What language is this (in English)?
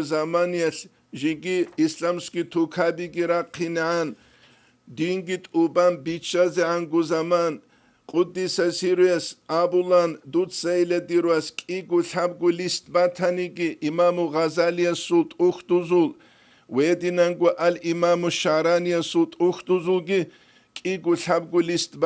Avaric